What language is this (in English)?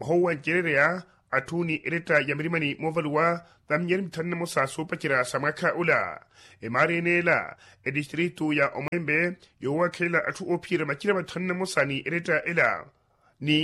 Makhuwa